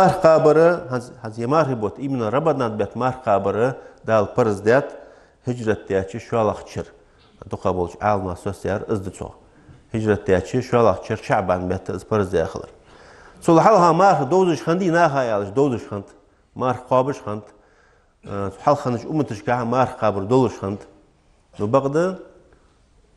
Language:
Ingush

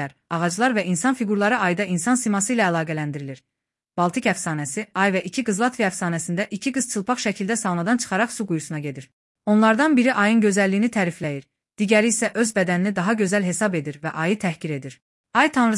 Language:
Azerbaijani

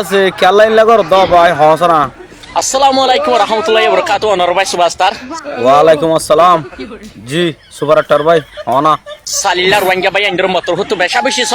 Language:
Rohingya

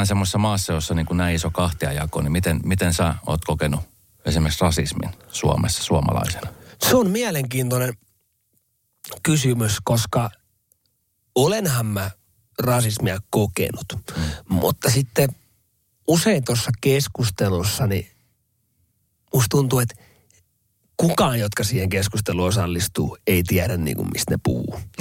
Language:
Finnish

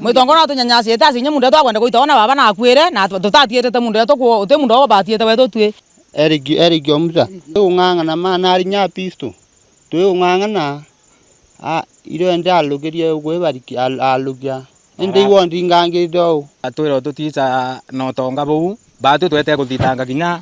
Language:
Meru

